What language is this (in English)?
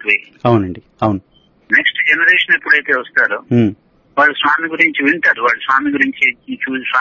Telugu